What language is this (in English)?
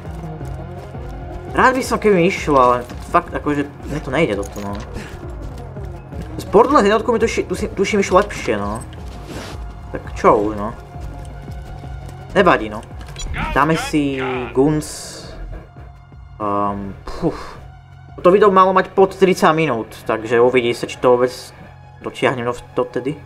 Slovak